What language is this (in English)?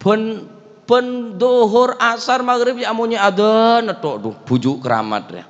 Madurese